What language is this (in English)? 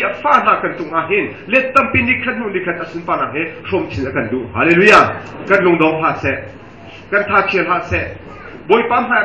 Hakha Chin